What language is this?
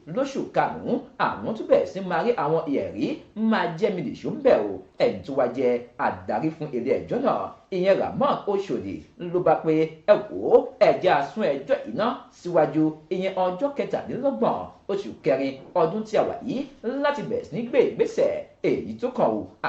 Yoruba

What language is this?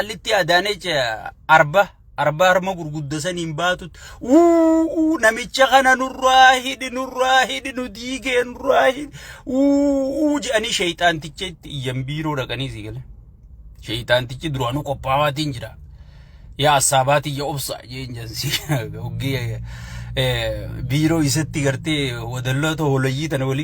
Oromo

